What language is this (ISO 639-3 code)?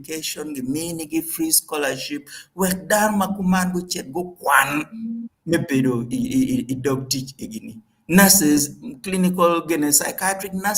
ach